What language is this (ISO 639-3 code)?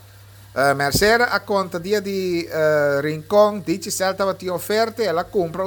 pap